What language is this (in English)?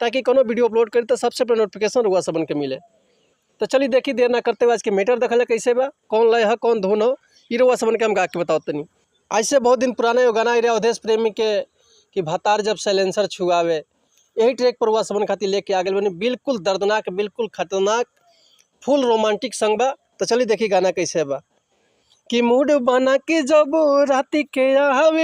Bhojpuri